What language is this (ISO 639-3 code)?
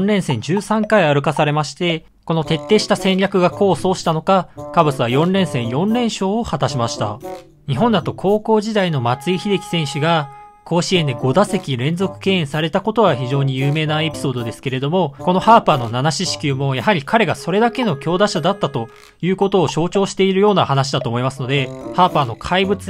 jpn